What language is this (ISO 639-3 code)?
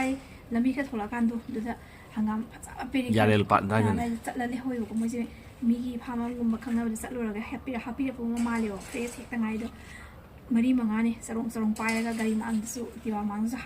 mni